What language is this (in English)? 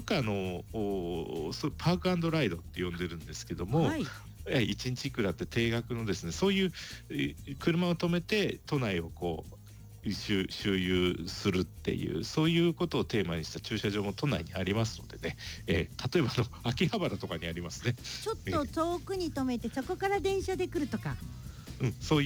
Japanese